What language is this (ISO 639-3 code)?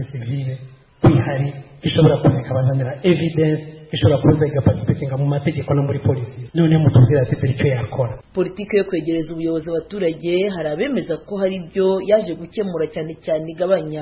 kin